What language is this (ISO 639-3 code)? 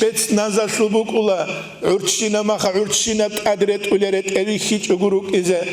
ava